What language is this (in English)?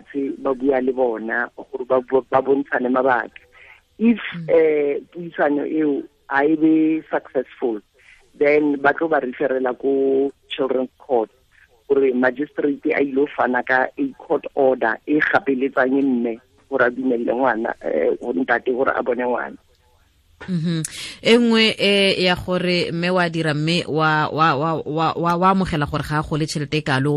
Tswana